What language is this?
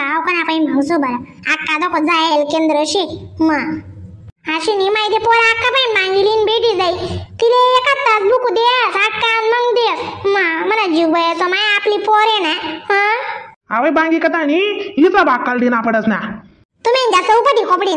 Khandesi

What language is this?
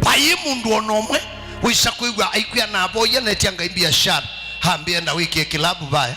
Kamba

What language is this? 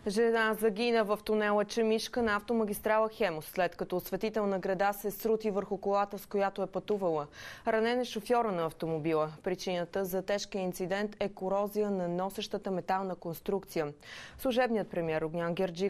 Bulgarian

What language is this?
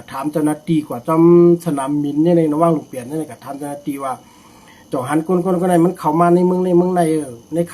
Shan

